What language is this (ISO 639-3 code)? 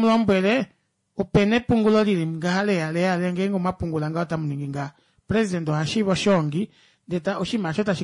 kua